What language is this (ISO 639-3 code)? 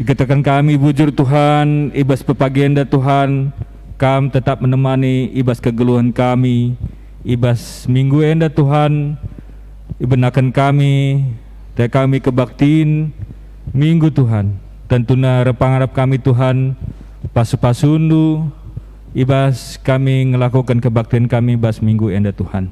btx